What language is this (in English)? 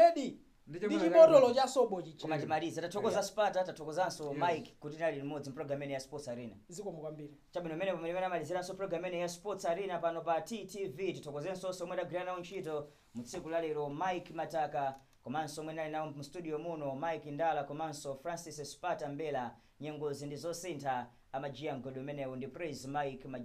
Nyanja